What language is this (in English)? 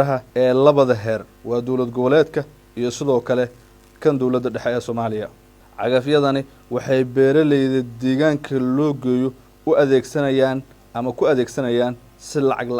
Somali